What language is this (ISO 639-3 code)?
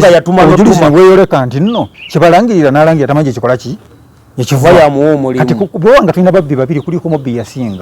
lug